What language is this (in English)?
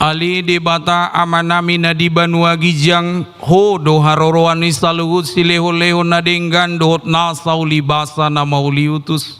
Batak Toba